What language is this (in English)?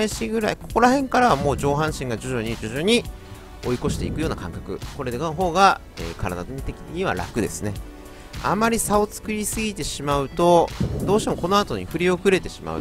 Japanese